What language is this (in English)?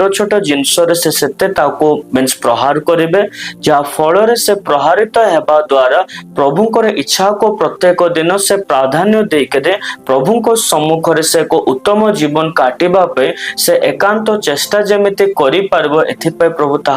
Odia